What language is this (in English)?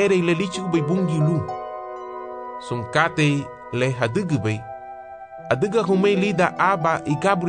Garifuna